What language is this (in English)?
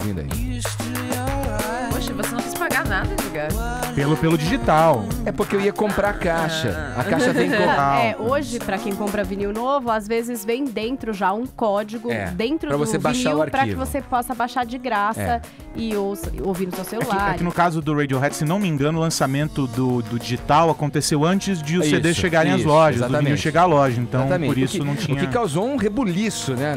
Portuguese